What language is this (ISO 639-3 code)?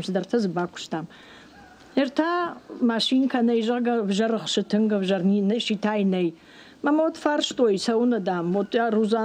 oss